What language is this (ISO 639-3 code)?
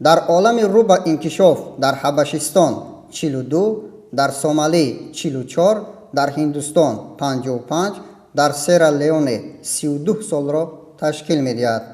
tgk